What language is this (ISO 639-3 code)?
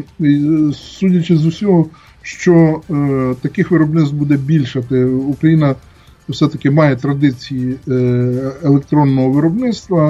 ukr